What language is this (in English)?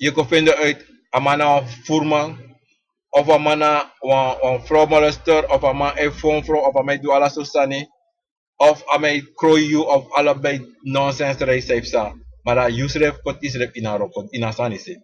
Sranan Tongo